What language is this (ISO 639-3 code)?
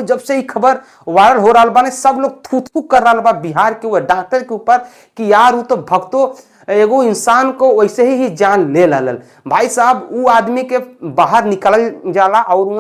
bho